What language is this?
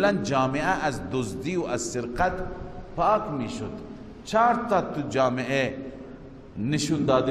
Persian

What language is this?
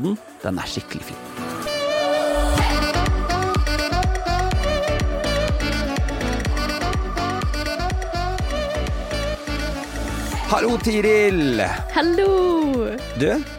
Norwegian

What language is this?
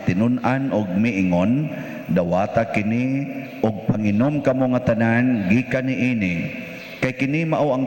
Cebuano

